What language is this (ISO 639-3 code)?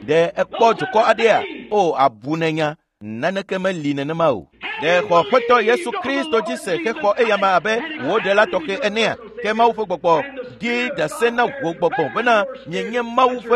ewe